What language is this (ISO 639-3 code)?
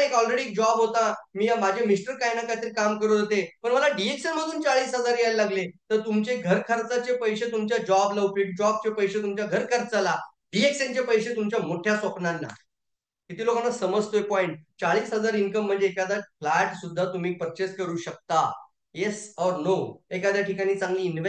mar